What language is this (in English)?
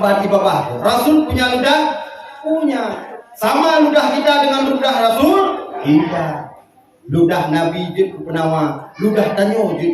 Achinese